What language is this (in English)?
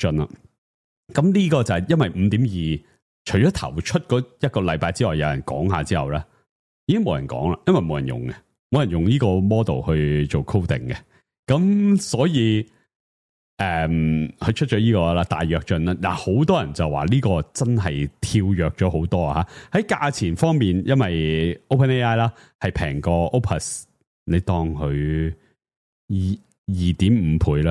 Cantonese